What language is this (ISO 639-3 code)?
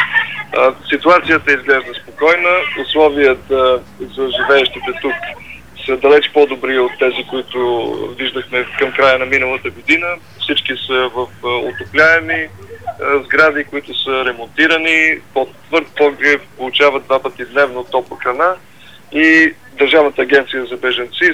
bul